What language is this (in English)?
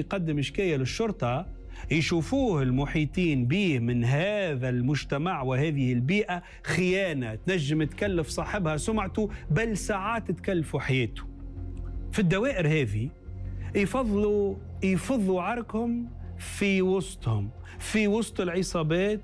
Tunisian Arabic